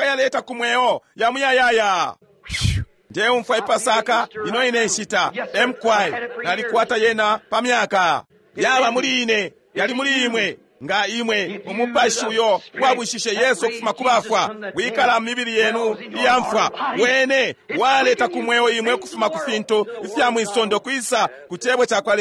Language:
Bemba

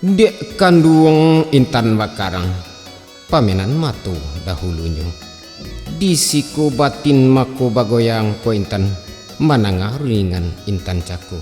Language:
Minangkabau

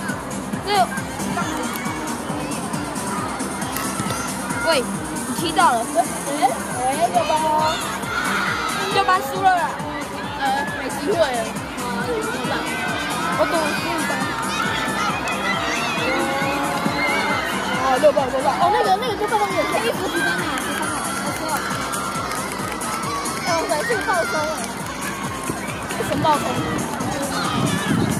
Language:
Chinese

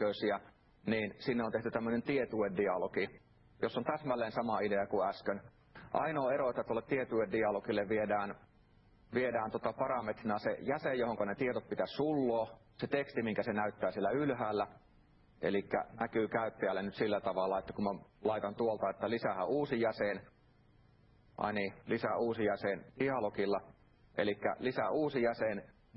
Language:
Finnish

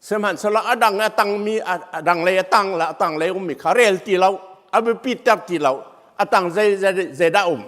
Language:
Hakha Chin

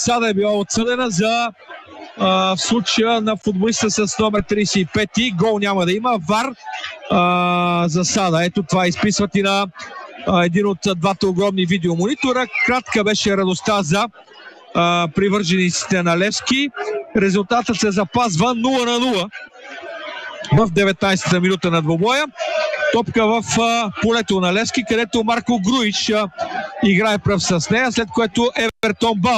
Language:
Bulgarian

